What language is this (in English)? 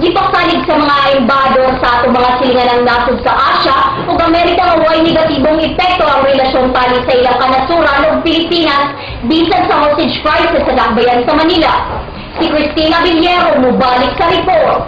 Cebuano